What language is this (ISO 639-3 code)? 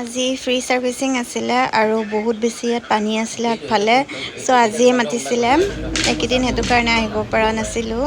asm